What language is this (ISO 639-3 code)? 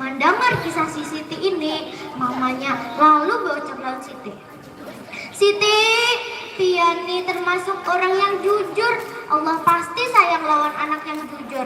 bjn